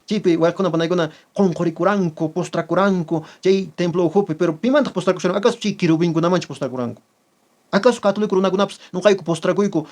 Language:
Quechua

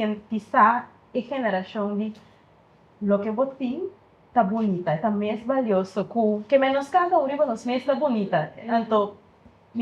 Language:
Papiamento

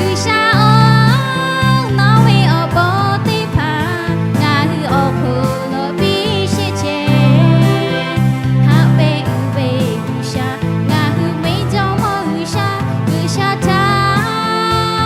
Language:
Lahu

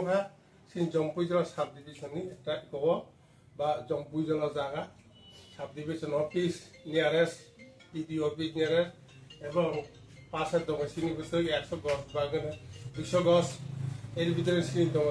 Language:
Kok Borok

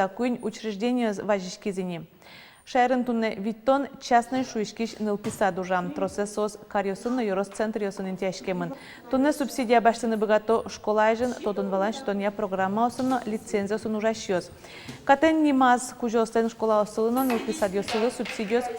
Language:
Udmurt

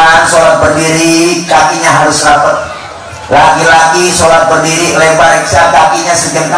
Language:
Betawi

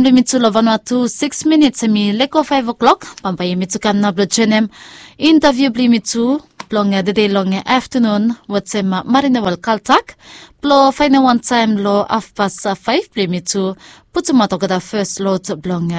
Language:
Bislama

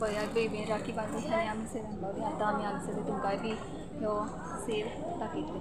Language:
Konkani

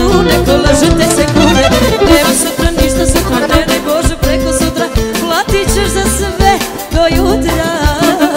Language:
Croatian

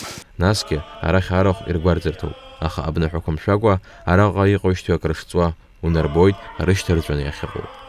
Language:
Abkhazian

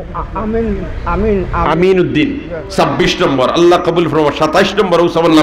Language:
Sylheti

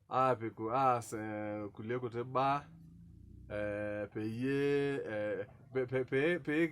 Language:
Masai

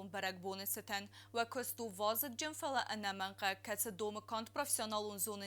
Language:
Ossetic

